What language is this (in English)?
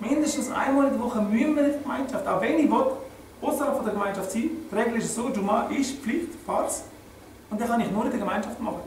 Swiss German